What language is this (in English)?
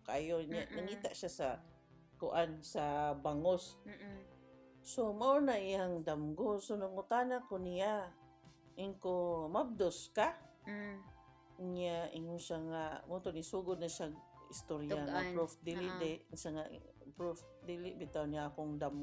Cebuano